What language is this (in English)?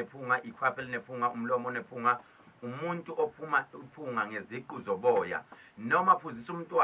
Zulu